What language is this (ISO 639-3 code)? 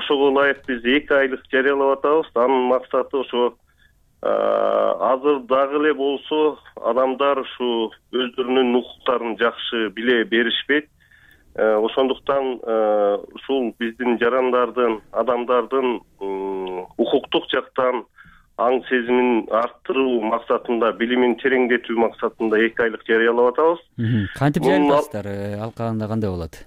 kir